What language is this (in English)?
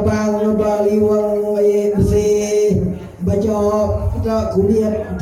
Iban